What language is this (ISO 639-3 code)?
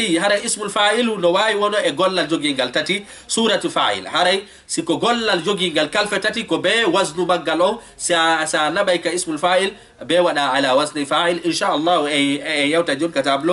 ful